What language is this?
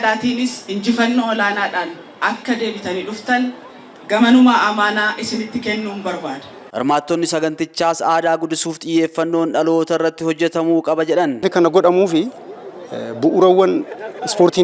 Oromo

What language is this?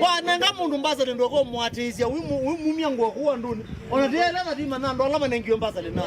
Kamba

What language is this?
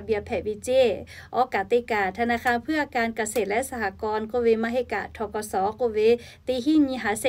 Lahu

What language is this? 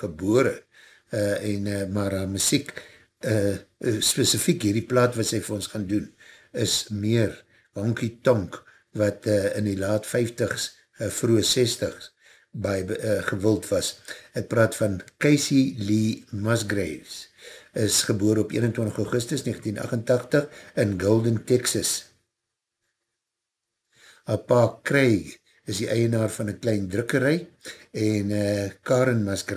Afrikaans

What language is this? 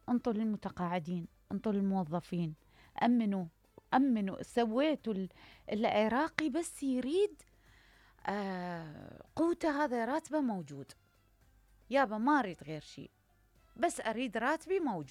Mesopotamian Arabic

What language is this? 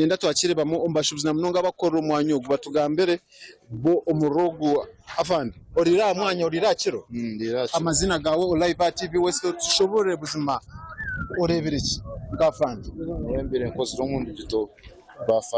Nyankole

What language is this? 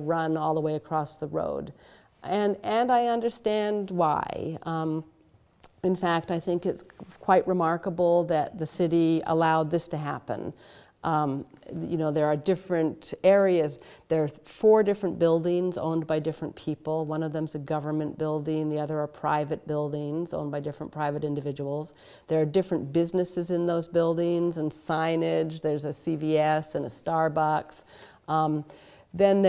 English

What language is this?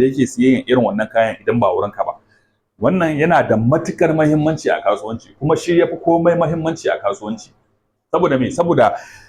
Hausa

